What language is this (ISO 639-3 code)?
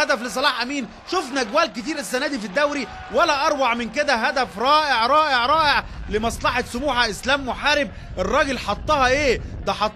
arz